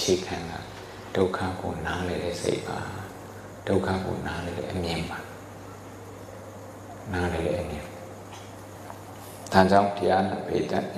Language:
Burmese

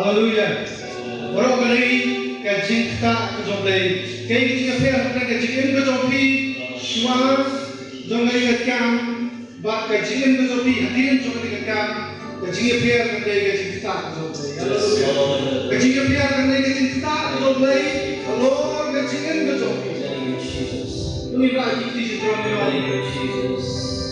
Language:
Khasi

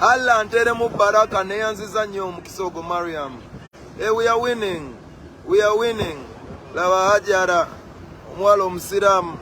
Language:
Ganda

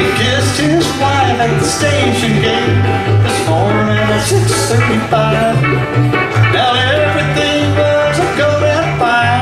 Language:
English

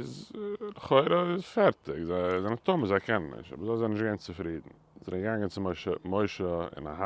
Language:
Yiddish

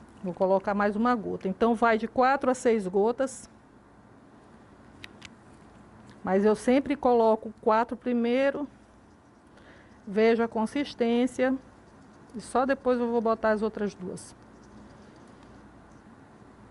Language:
Portuguese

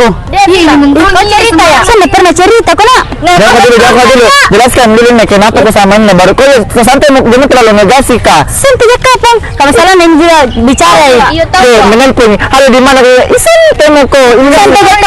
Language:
Makassar Malay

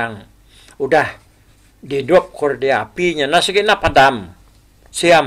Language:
Iban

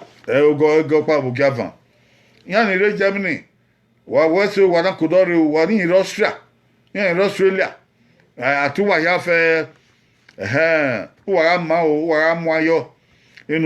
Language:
Bini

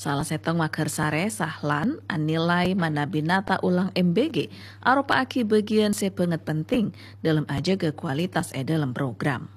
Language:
Madurese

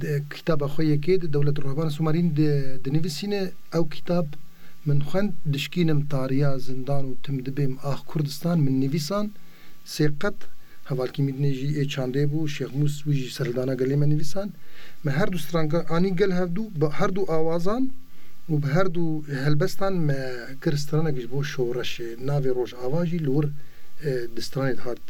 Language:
Kurdish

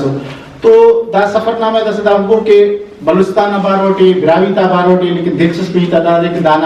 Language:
Brahui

